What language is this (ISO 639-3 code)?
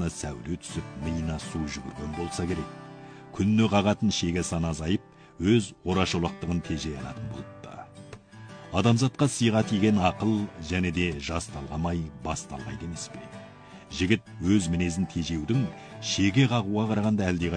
kaz